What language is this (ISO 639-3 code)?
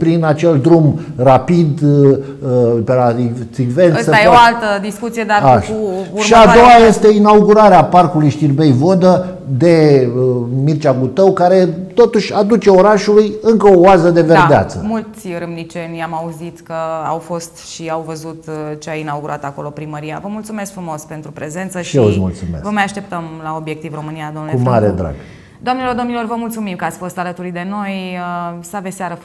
ron